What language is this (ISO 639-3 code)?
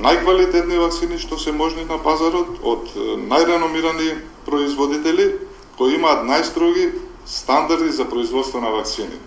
mkd